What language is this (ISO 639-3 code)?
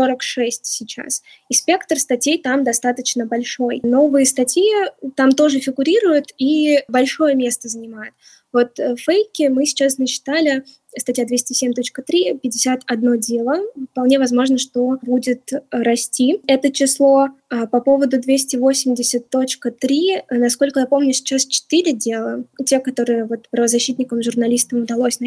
rus